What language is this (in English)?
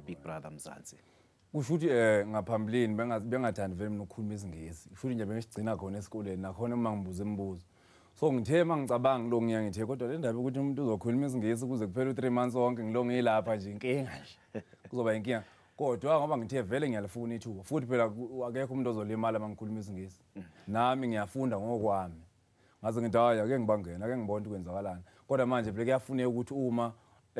Zulu